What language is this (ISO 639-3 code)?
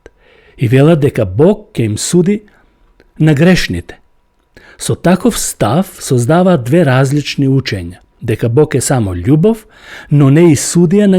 mkd